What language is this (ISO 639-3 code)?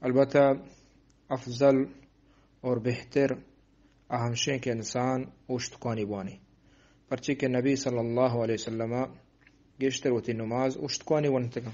bgp